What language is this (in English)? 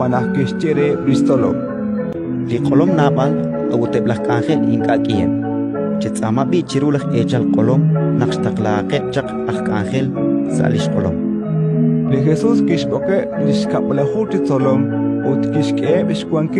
Kekchí